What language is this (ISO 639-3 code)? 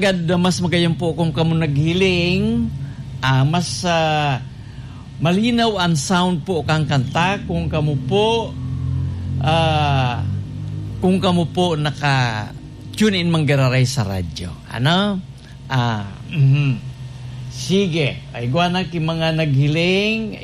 bik